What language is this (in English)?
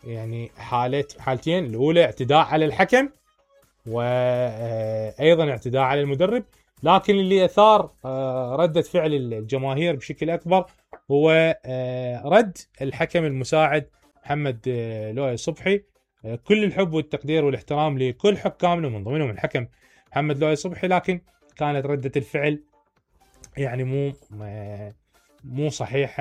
Mesopotamian Arabic